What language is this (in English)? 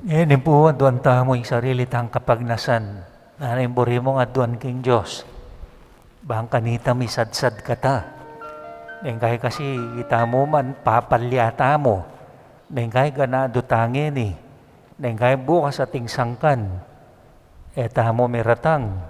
Pampanga